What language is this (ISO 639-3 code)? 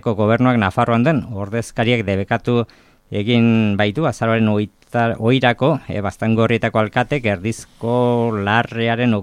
eus